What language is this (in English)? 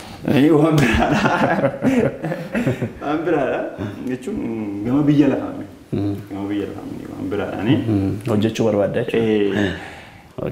Oromo